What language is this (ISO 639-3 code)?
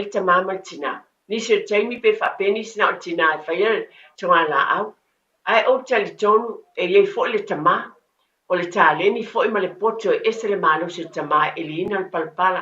smo